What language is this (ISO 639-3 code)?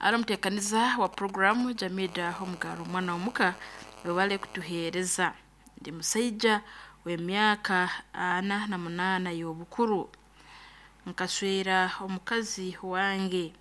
nyo